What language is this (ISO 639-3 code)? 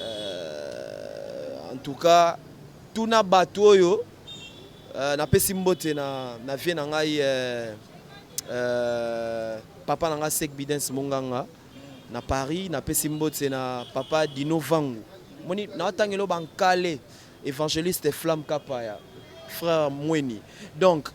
lin